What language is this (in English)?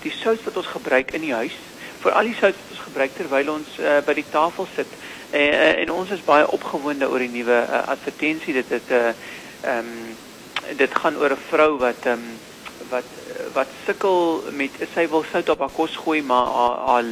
Afrikaans